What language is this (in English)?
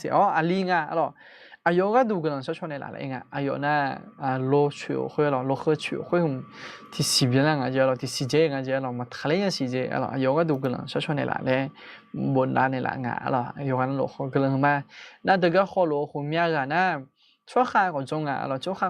Akha